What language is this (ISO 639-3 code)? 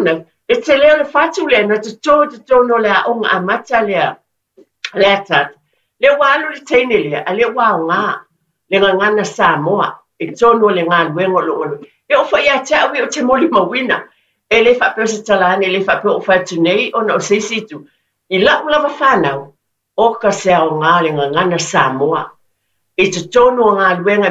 smo